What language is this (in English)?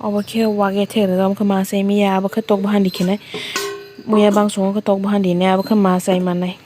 Kok Borok